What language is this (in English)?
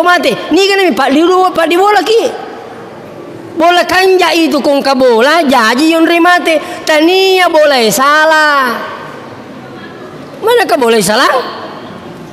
Buginese